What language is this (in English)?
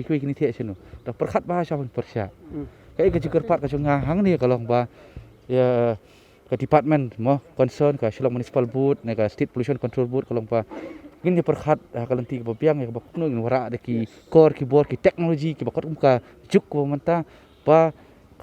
Khasi